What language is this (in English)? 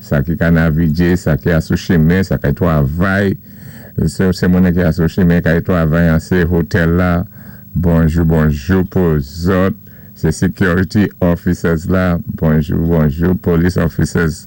Saint Lucian Creole French